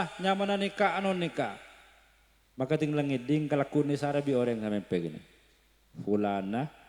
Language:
Madurese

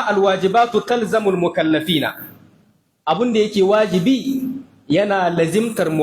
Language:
Hausa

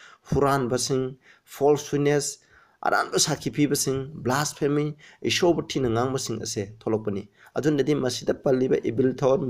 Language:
Manipuri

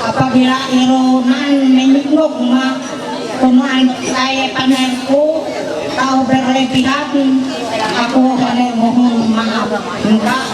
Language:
Ma'anyan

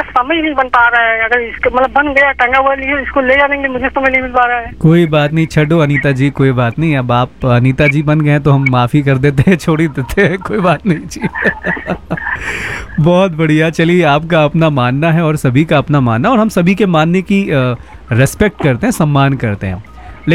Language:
Hindi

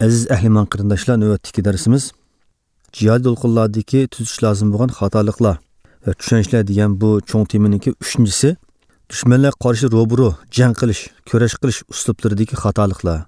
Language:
Uyghur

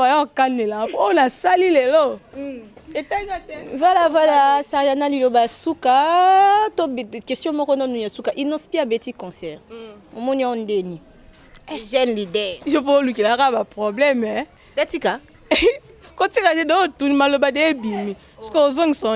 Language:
Lingala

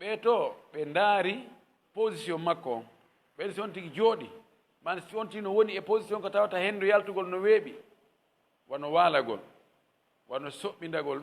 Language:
Fula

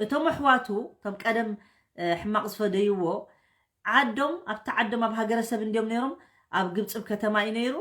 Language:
Tigrinya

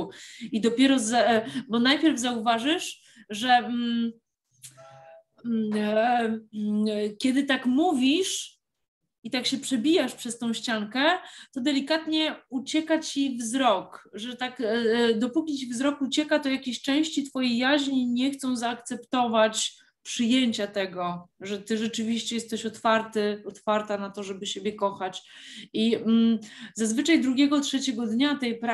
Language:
Polish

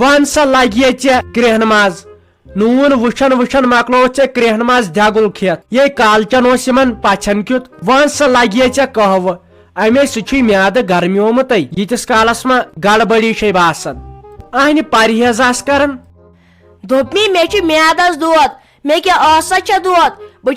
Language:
Kashmiri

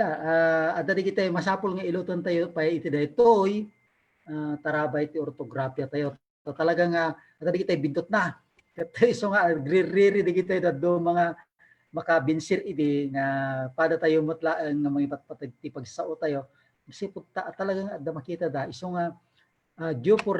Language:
Iloko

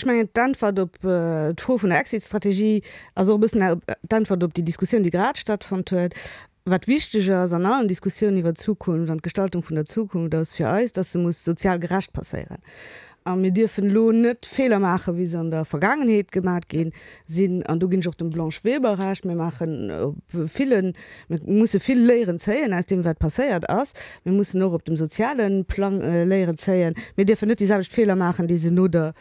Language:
Luxembourgish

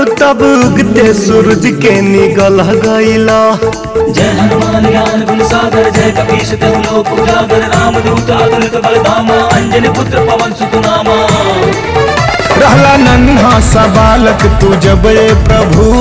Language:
Bhojpuri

